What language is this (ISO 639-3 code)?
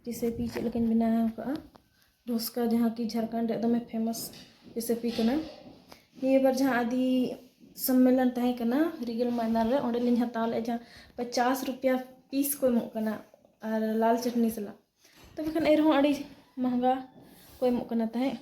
sat